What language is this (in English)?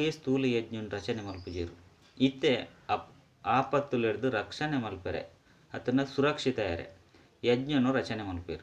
Tulu